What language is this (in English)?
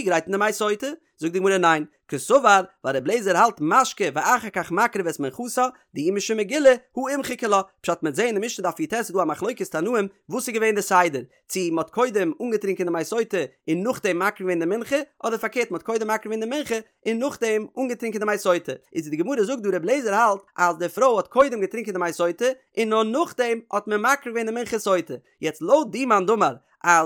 Yiddish